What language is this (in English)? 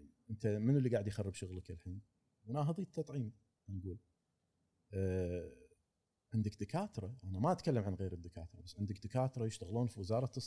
Gulf Arabic